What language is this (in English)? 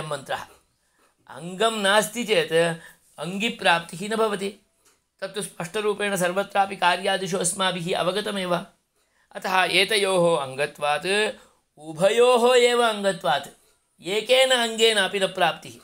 Sanskrit